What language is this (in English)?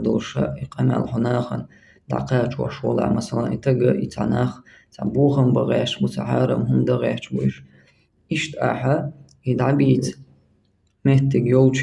Chechen